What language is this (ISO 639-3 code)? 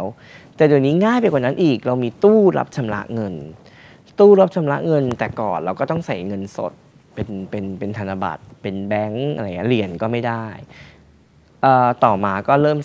tha